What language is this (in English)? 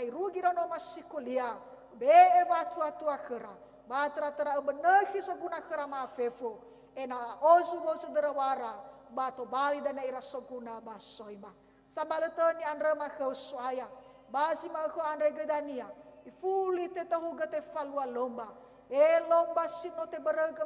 Nias